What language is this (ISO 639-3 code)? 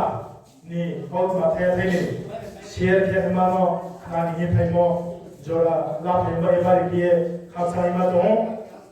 ria